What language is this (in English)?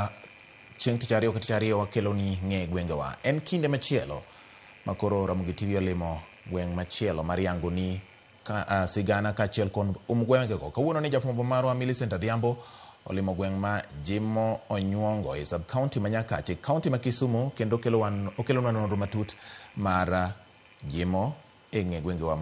Luo (Kenya and Tanzania)